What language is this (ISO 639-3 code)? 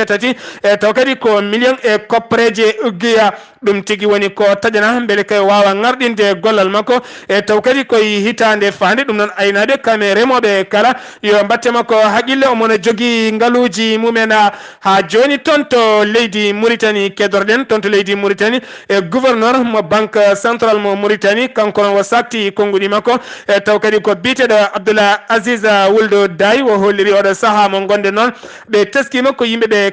ful